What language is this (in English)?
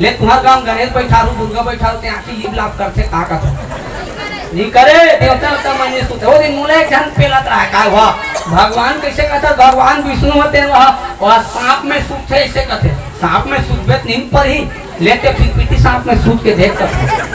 Chhattisgarhi